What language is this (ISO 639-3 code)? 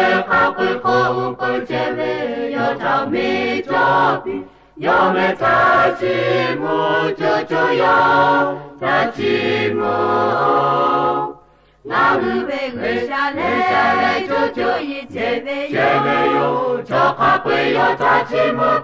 lhu